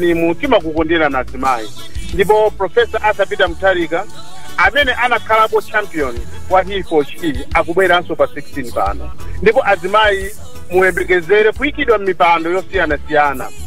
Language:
Nyanja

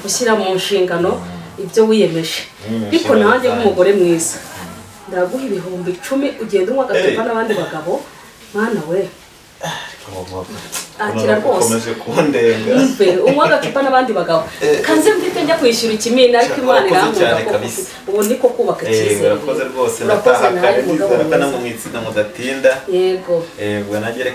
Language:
Kinyarwanda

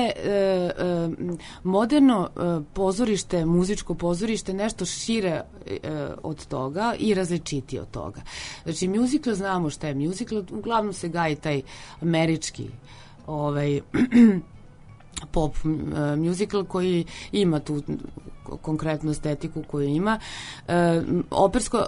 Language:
Serbian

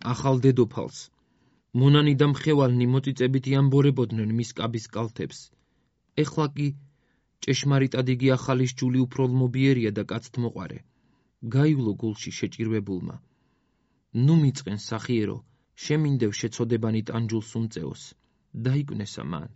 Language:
Georgian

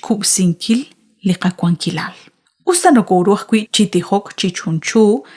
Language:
Kekchí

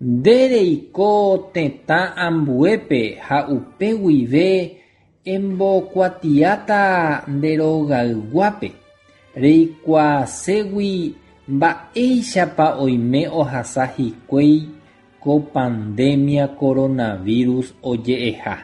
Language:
Guarani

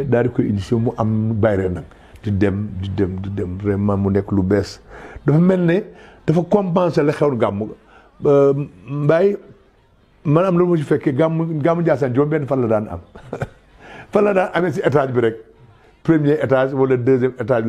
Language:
Wolof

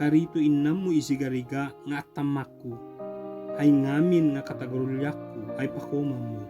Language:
Ibanag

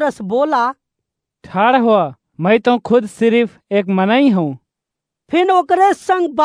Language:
Awadhi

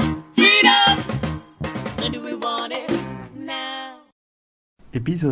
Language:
French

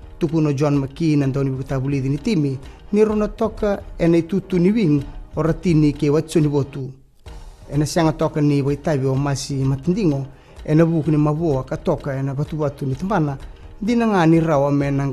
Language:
Fijian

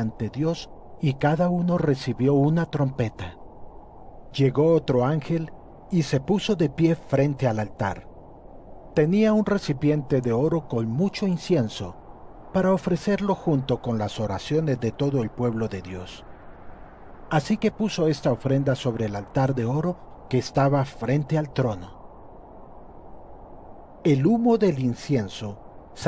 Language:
Spanish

